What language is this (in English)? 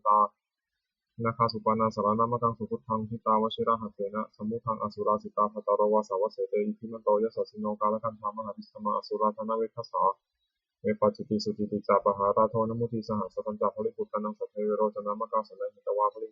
Pali